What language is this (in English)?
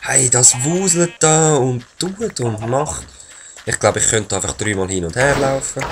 Swiss German